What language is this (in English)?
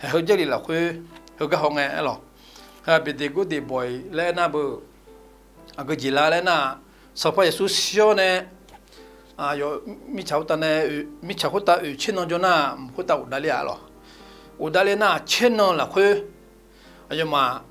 Akha